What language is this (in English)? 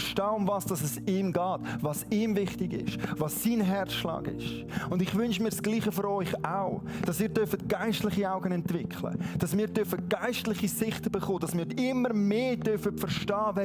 Swiss German